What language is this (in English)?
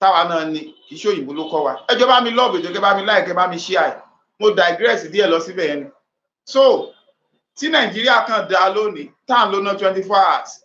Yoruba